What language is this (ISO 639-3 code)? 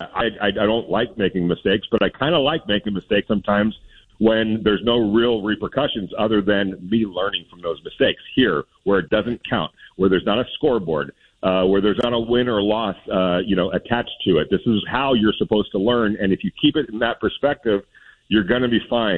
eng